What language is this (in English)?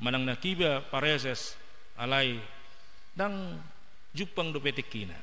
Batak Toba